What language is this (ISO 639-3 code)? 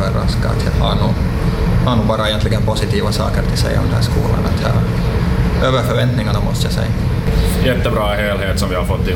swe